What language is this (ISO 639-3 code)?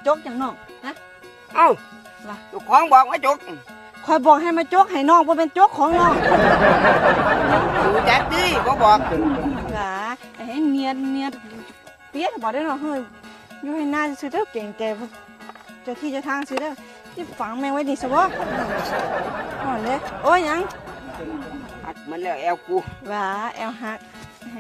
lao